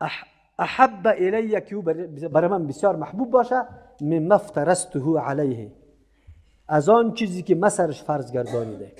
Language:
Persian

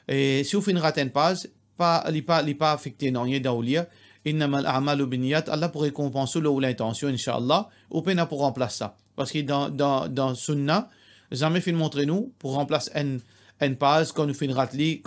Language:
Morisyen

